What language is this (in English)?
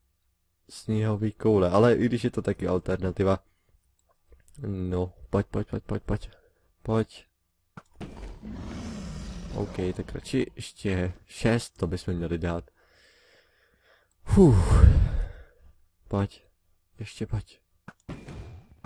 Czech